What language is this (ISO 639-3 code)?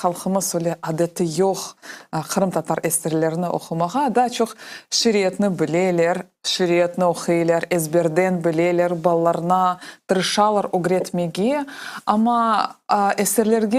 crh